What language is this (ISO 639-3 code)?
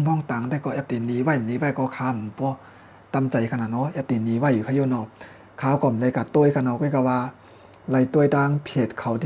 shn